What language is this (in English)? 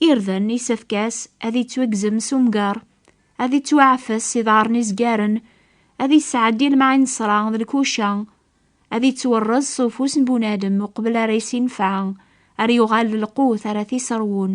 Kabyle